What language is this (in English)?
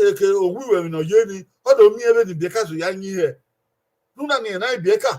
Bini